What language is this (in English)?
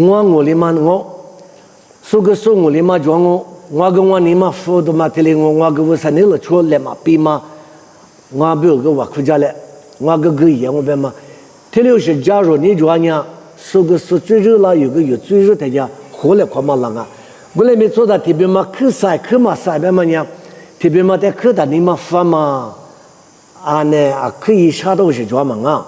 Lisu